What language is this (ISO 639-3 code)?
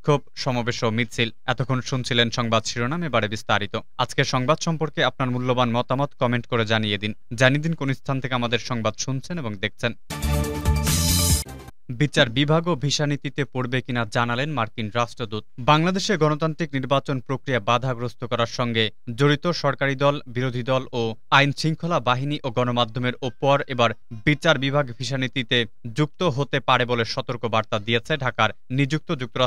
ben